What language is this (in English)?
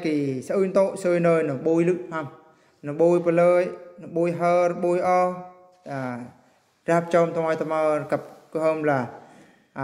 Eastern Bru